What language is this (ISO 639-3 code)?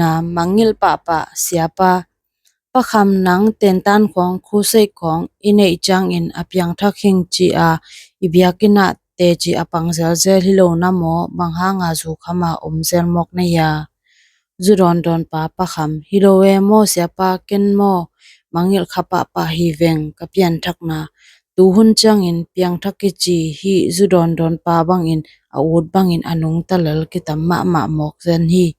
ctd